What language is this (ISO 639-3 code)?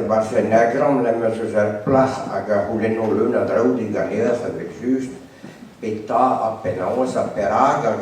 bre